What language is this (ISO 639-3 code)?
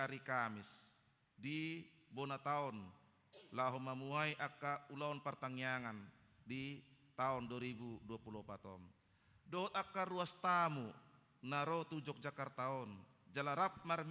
bbc